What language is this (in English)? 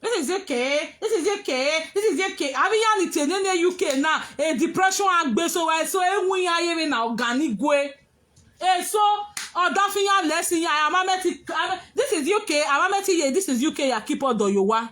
Nigerian Pidgin